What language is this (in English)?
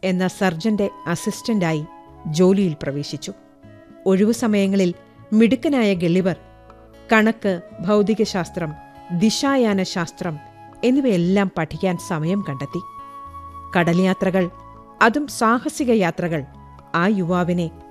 Malayalam